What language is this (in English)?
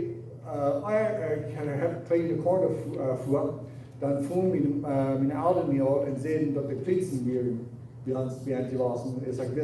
Plautdietsch